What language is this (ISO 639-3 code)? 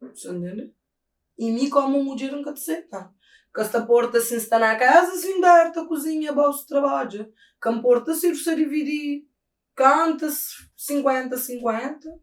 kea